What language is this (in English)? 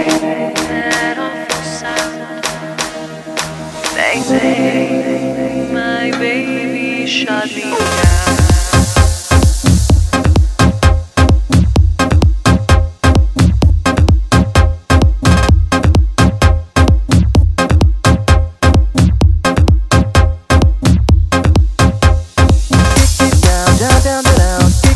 English